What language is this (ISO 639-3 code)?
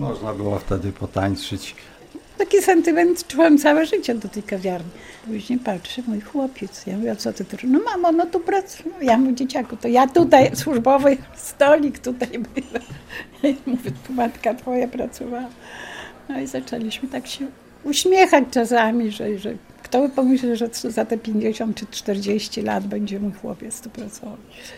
pol